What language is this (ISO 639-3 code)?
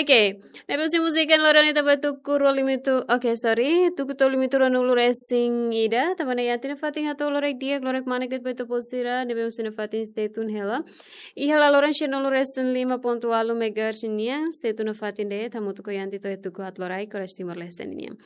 tet